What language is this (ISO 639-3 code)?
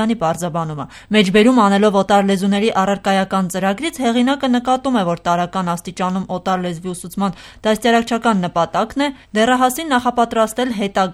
hye